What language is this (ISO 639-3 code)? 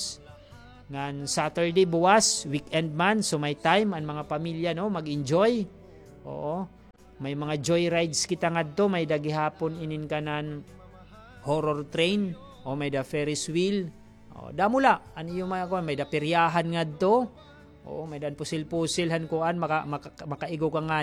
war